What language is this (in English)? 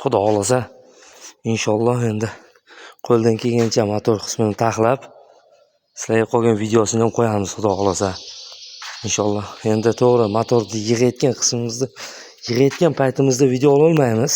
Uzbek